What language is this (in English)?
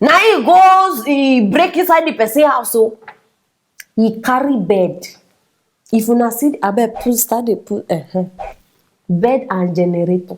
Nigerian Pidgin